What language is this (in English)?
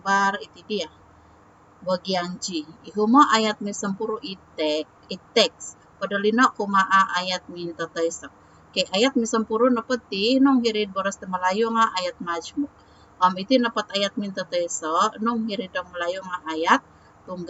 Central Dusun